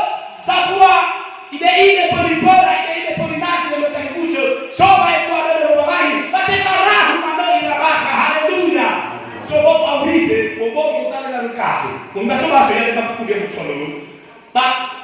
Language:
Nias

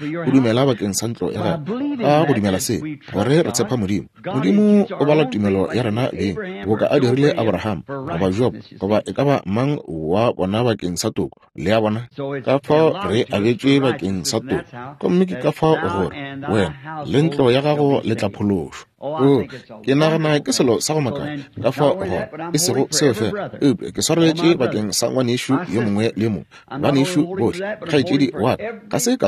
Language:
Northern Sotho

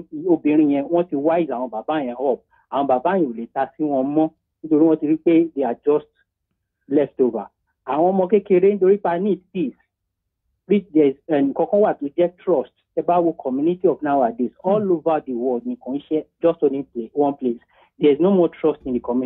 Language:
Yoruba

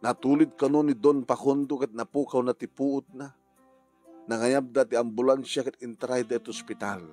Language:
Iloko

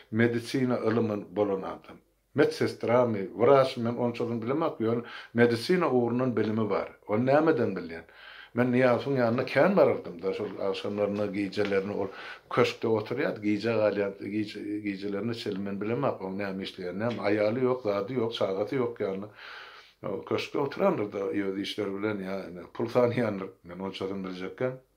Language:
Turkmen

